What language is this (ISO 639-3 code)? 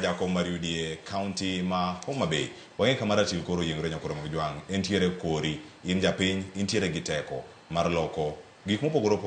luo